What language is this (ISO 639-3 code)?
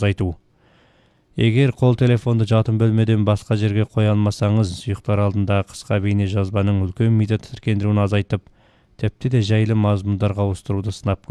kaz